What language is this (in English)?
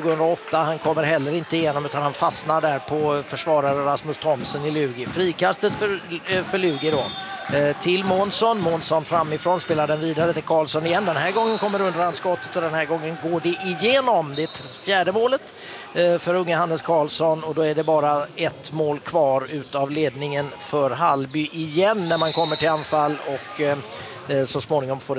Swedish